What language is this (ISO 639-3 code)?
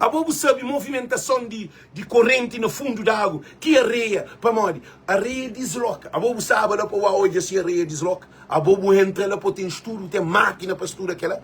kea